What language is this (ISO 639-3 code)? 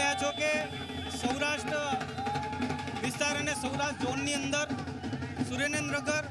guj